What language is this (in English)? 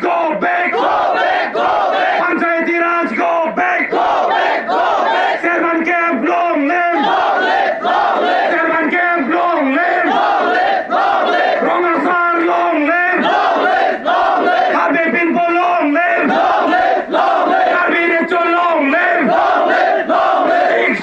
Karbi